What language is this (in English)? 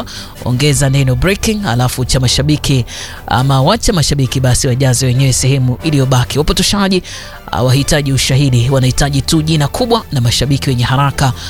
Swahili